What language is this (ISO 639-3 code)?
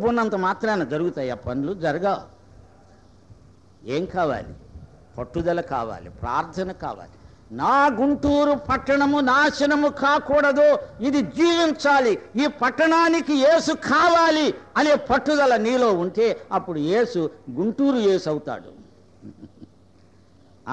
tel